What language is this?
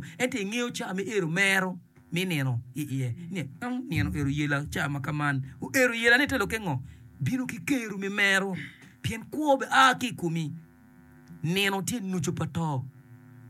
Acoli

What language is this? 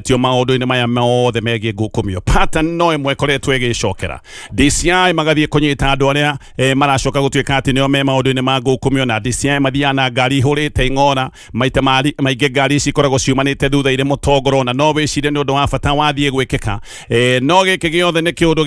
Kikuyu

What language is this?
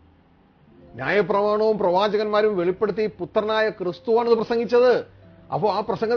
Malayalam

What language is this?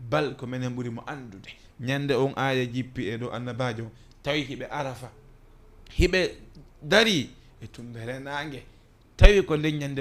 Fula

